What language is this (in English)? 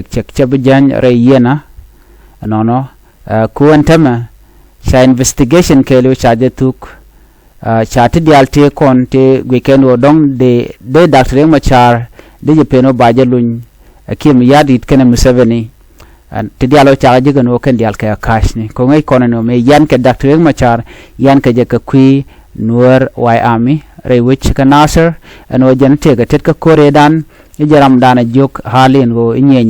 Nuer